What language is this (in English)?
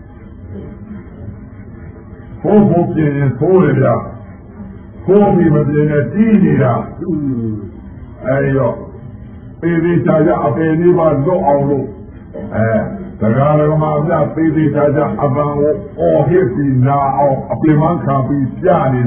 Burmese